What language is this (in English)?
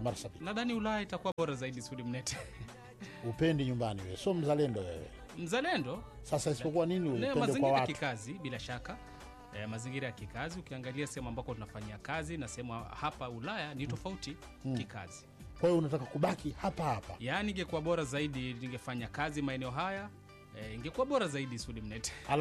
Swahili